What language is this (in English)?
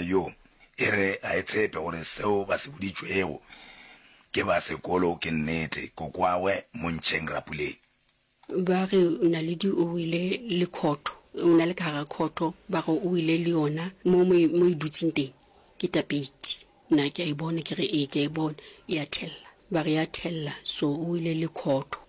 Northern Sotho